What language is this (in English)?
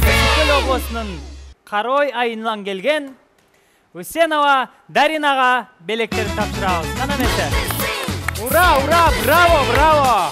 Kyrgyz